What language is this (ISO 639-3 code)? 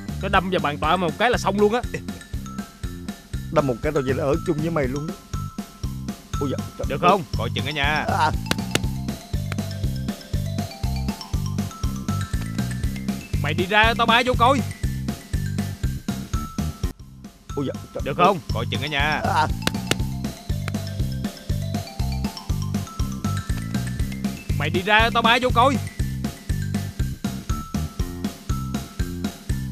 vie